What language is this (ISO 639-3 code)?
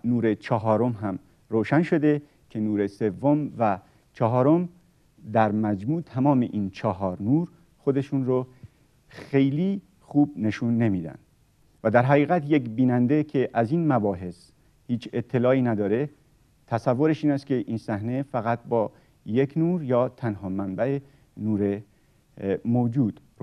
fas